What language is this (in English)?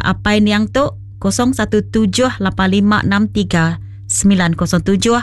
Iban